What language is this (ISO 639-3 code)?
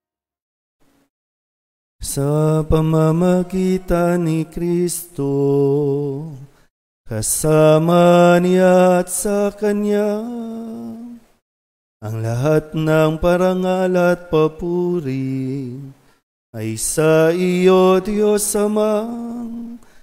fil